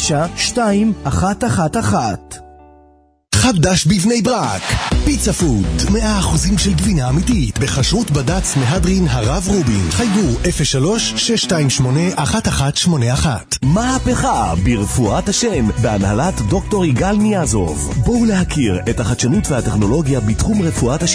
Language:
Hebrew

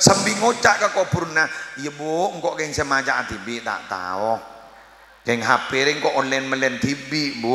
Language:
Madurese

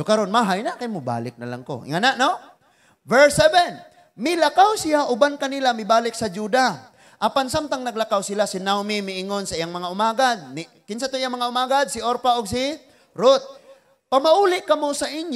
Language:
Cebuano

